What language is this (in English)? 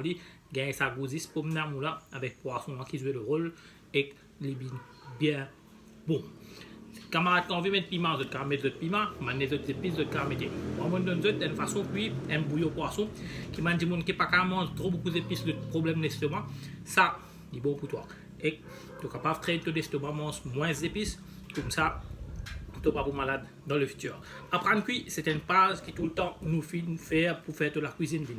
Morisyen